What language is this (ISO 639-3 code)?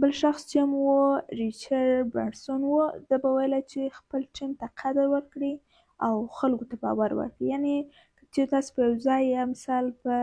pus